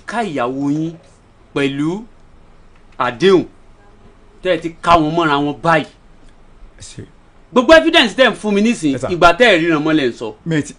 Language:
Yoruba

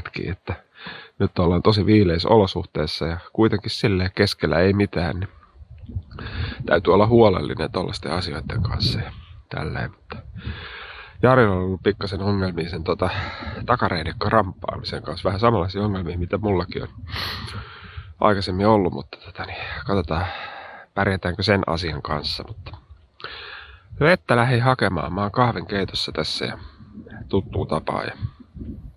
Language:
Finnish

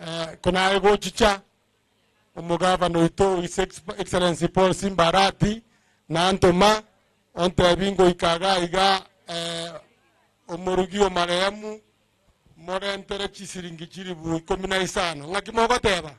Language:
Gusii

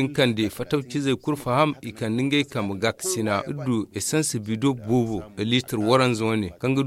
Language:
Zarma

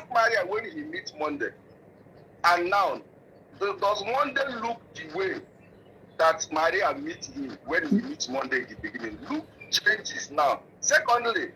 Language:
Nigerian Pidgin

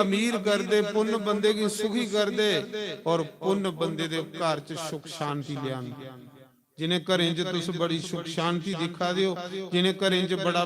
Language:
Dogri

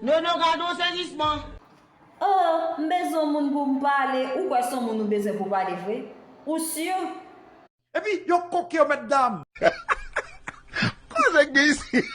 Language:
Haitian Creole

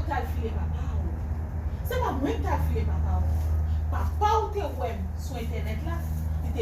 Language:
Haitian Creole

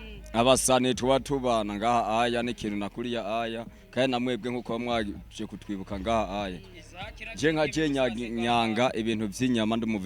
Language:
Rundi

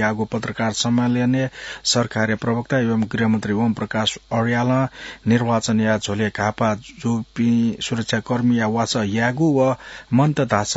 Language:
Newari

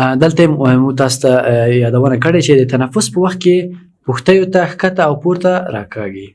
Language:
Pashto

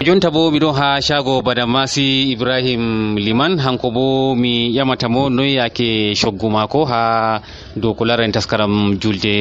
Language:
Nigerian Fulfulde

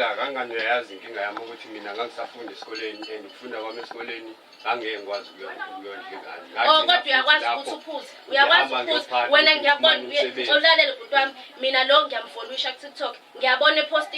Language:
Zulu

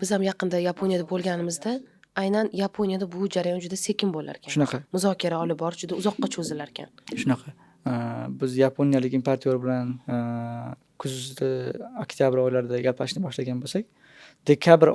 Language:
Uzbek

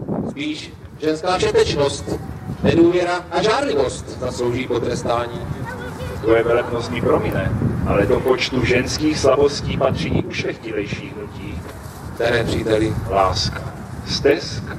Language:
Czech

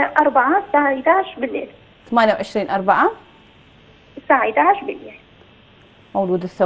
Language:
Mesopotamian Arabic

